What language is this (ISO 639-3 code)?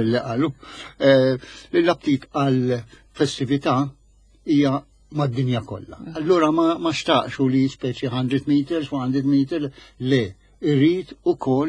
mlt